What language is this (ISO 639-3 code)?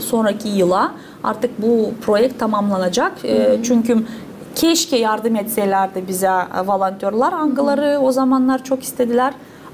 gag